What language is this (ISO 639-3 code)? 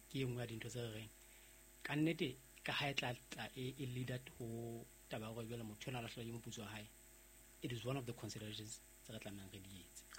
sot